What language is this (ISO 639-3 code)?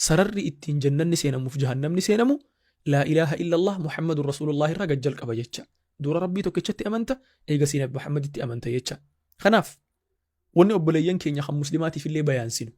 orm